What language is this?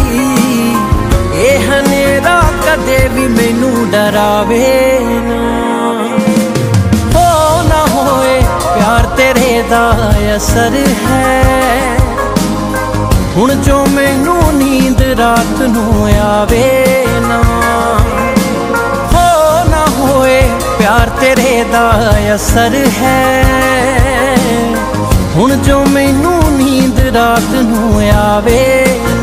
Punjabi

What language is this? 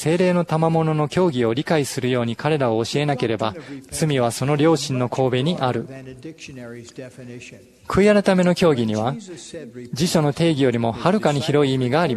Japanese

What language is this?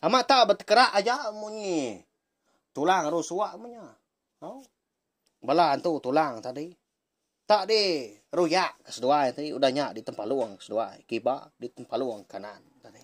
Iban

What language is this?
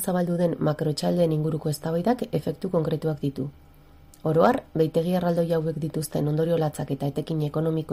Basque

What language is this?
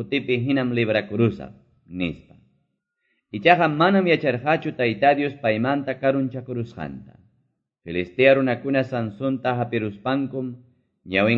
Quechua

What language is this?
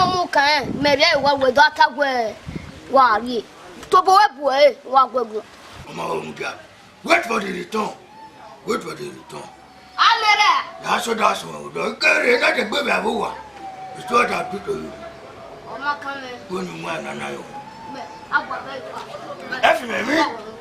Bini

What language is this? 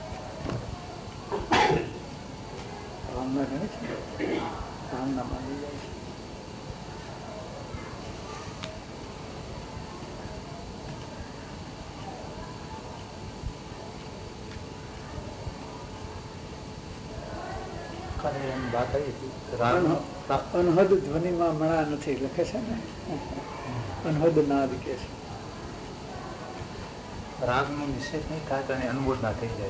Gujarati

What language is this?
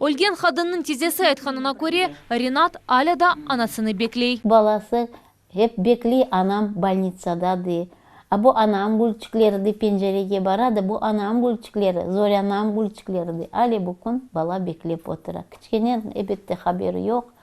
Crimean Tatar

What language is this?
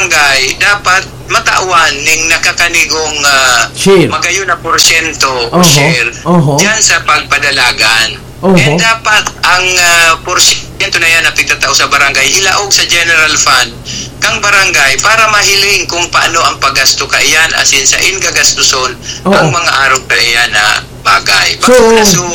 Bikol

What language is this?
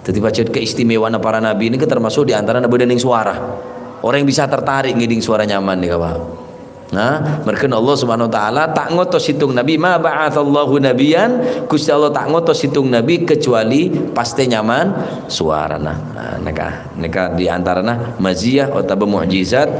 Madurese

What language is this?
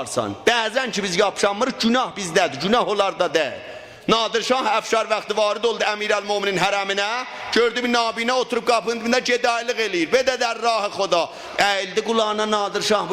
South Azerbaijani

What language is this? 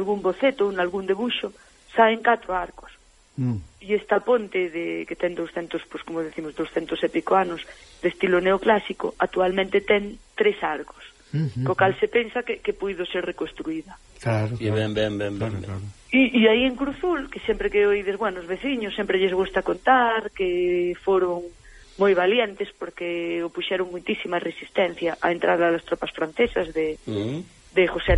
Galician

